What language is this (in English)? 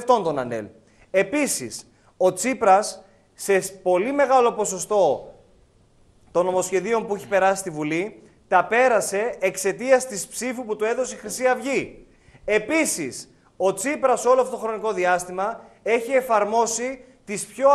Greek